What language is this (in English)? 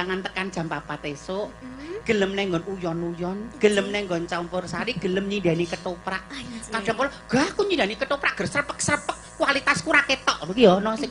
Javanese